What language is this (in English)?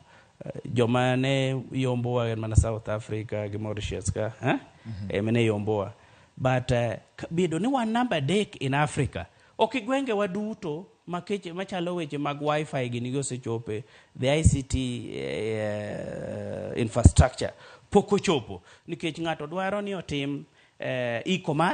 Luo (Kenya and Tanzania)